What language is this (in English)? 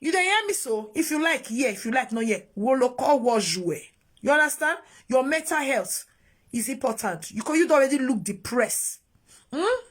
Nigerian Pidgin